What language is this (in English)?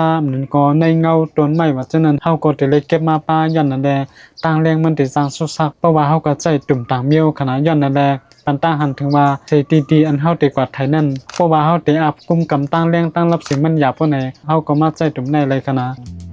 Shan